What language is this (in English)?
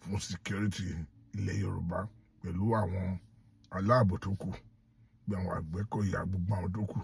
Yoruba